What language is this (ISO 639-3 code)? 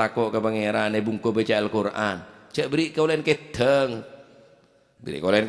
mad